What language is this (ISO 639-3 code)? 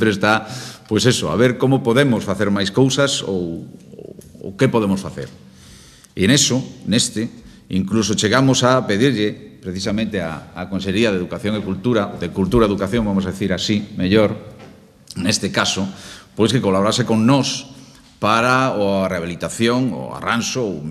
glg